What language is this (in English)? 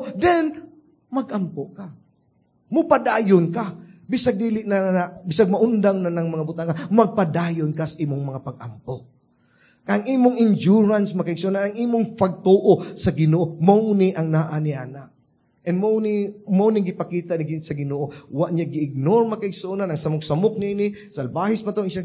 Cebuano